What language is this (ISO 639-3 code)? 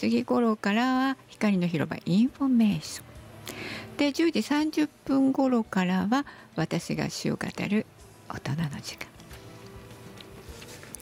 jpn